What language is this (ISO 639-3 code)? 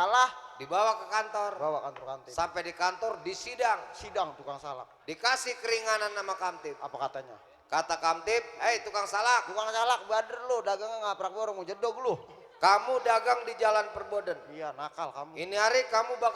bew